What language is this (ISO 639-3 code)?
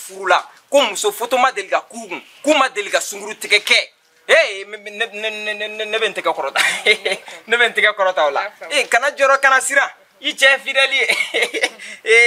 bam